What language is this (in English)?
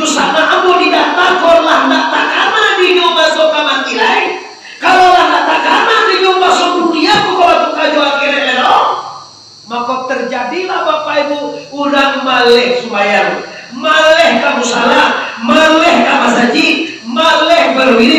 Minangkabau